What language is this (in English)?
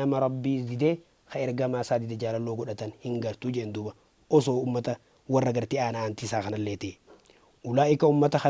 Oromo